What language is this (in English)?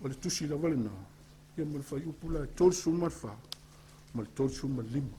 Samoan